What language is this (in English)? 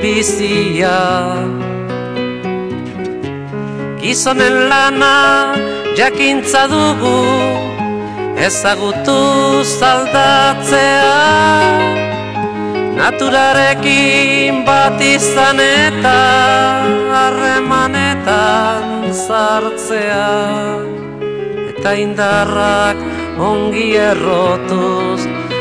Basque